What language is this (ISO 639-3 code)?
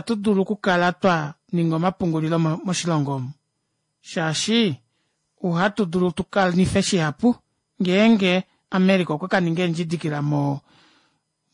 kua